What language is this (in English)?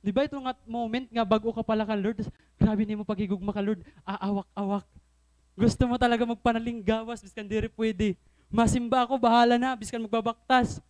Waray